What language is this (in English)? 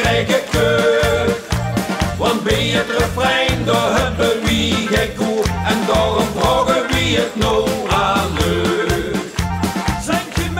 Limburgish